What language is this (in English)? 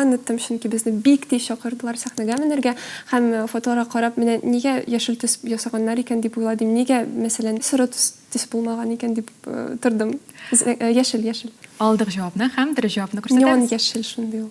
Tatar